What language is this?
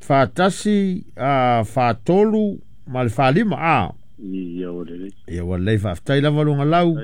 Samoan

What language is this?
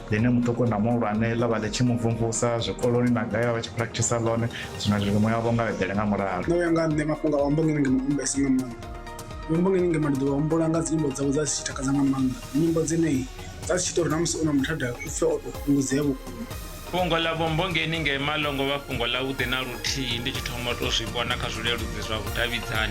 Venda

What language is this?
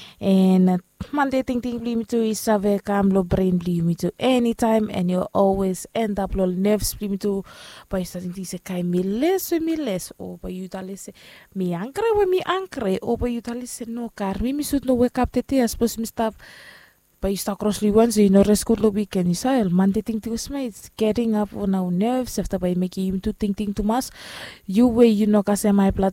Bislama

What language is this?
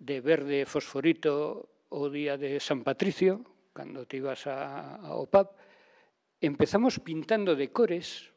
Galician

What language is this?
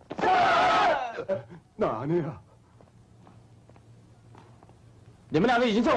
Chinese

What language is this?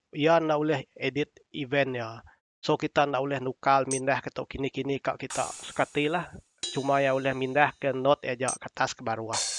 Iban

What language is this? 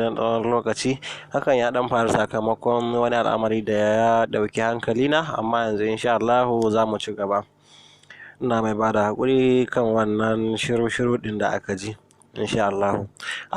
Hausa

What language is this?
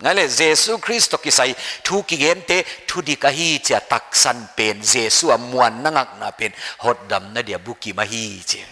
Paite Chin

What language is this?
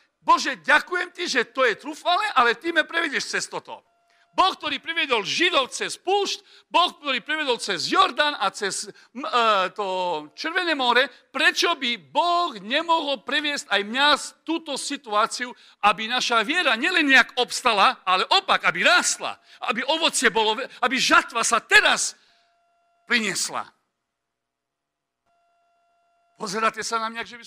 Slovak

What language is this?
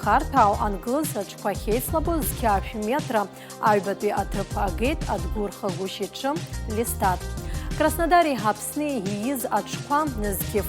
Abkhazian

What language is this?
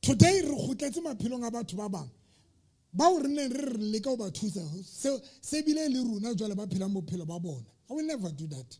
Southern Sotho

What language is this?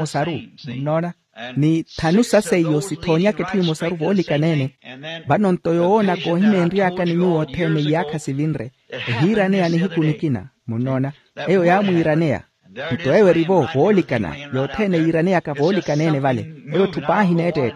Makhuwa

